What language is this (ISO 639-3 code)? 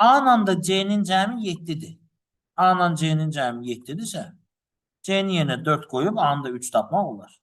aze